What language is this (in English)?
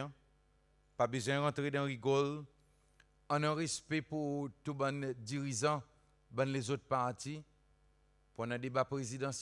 Seselwa Creole French